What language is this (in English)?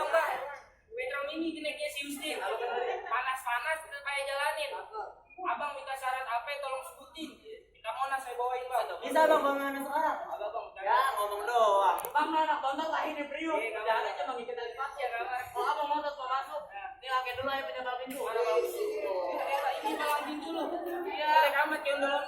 Betawi